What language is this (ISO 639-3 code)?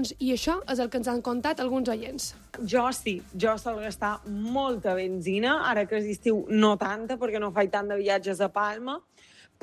cat